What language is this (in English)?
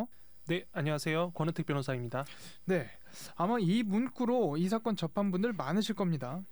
Korean